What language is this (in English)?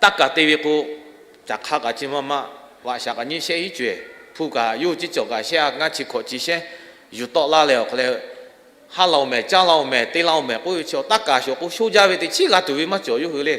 Lahu